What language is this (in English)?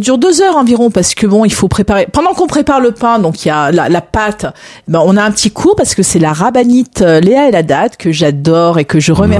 French